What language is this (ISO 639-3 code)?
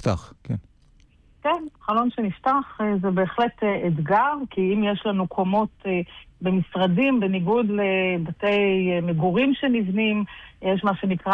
heb